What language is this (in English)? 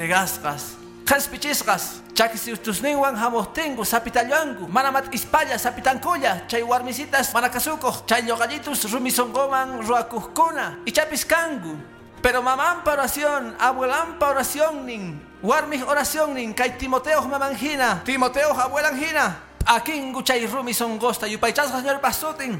Quechua